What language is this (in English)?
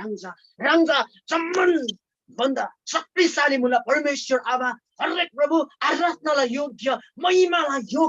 Eastern Tamang